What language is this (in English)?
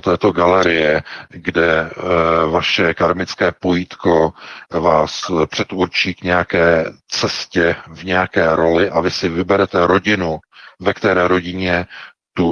Czech